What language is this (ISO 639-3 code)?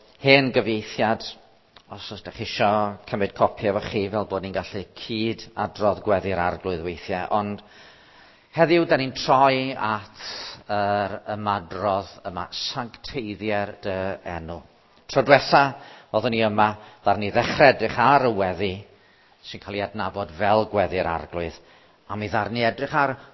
cym